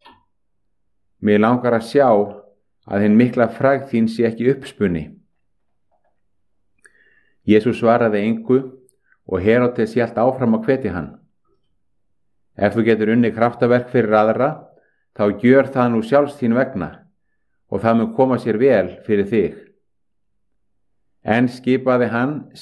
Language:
Icelandic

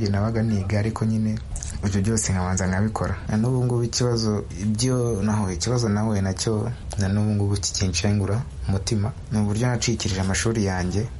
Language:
Kinyarwanda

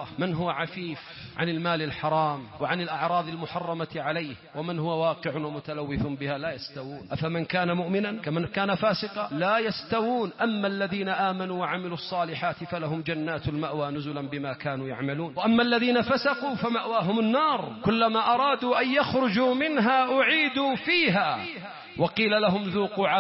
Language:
Arabic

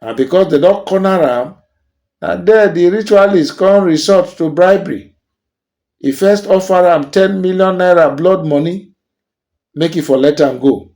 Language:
Nigerian Pidgin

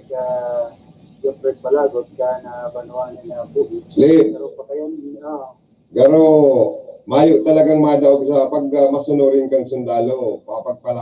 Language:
Bikol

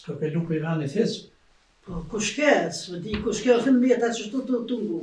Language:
Albanian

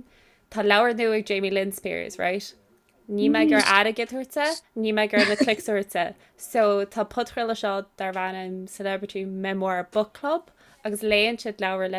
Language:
Irish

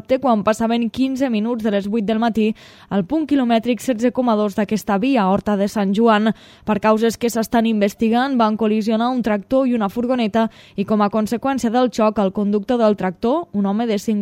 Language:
Catalan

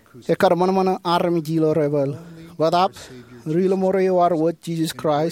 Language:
Marshallese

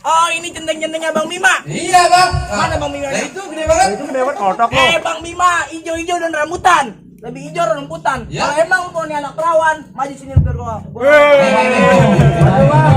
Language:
Betawi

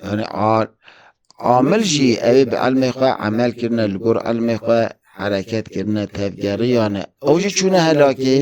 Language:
Kurdish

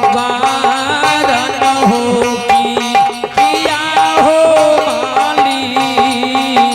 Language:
Angika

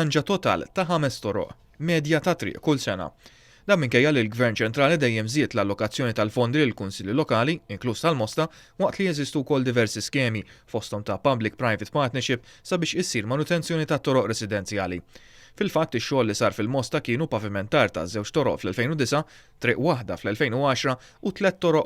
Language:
Maltese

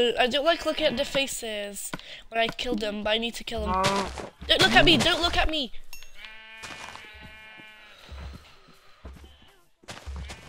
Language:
English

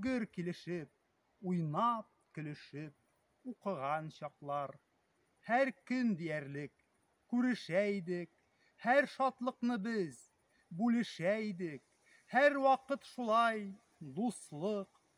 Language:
Tatar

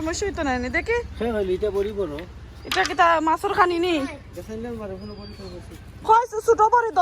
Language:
Sylheti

